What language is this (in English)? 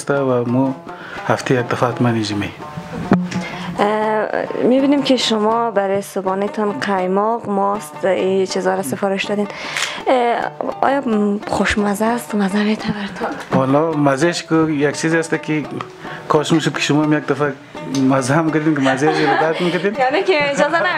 Persian